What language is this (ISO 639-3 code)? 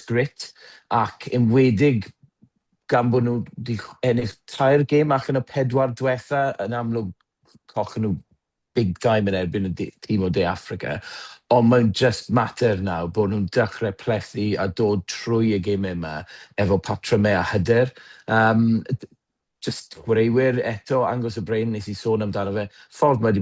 cym